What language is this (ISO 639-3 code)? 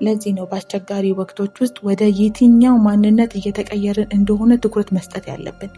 amh